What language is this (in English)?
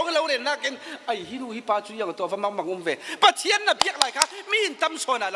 Falam Chin